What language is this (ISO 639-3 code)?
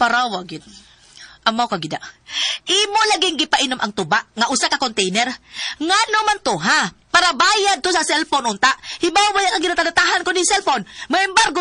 ceb